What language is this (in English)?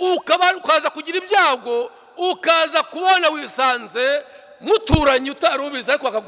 Kinyarwanda